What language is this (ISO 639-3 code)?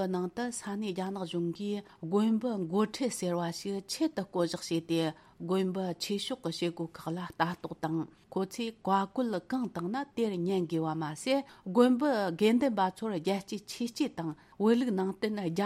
bod